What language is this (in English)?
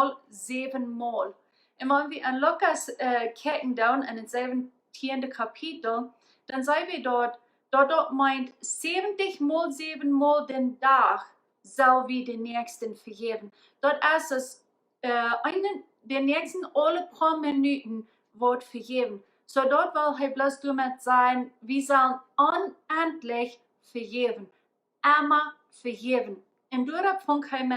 Plautdietsch